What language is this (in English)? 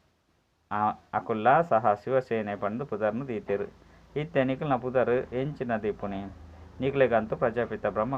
Tulu